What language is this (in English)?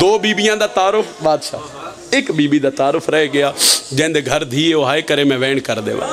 Pahari-Potwari